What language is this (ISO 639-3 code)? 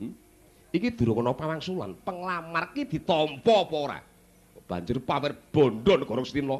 jav